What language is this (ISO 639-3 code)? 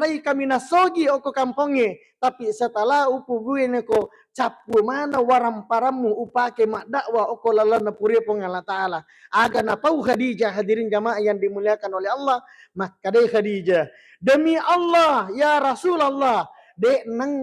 bug